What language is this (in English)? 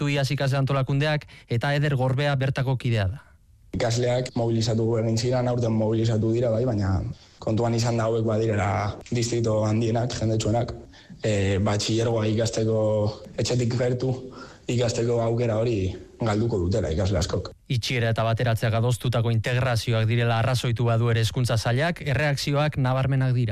Basque